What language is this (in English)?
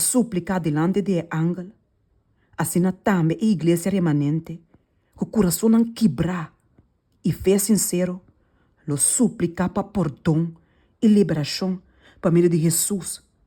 Papiamento